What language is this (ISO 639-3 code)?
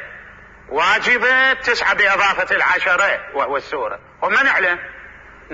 acm